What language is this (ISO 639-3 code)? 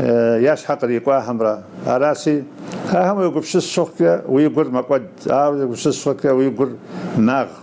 kbd